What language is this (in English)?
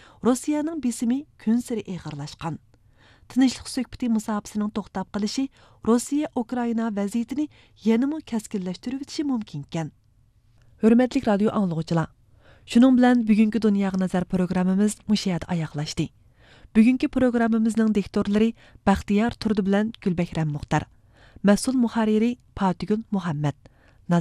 Uyghur